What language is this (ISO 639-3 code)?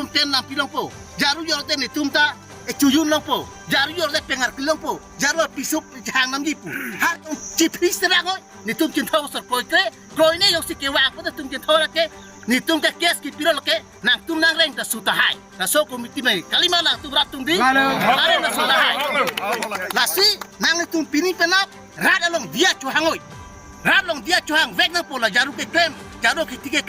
mjw